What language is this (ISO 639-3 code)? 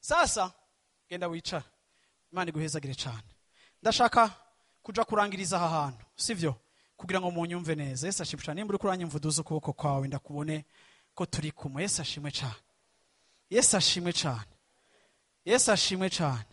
run